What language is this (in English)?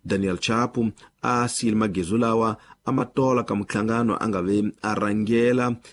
Tsonga